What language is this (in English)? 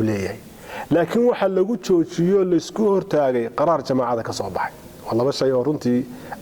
Somali